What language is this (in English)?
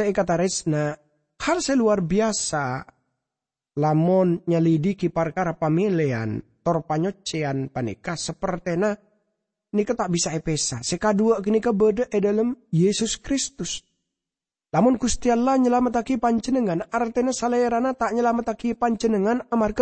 Madurese